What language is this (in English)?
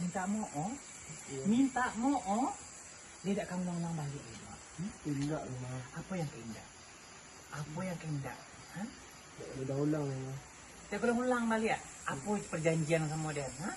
Minangkabau